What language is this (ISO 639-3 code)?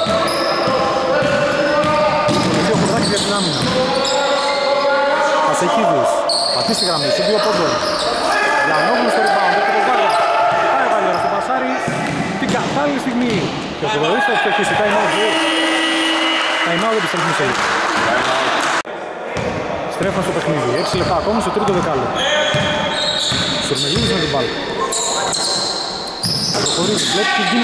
ell